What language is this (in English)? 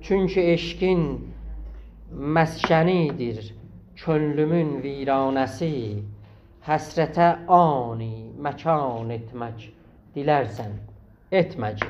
South Azerbaijani